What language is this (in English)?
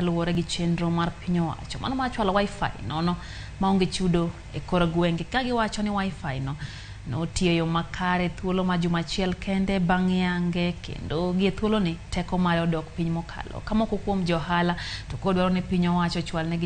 Luo (Kenya and Tanzania)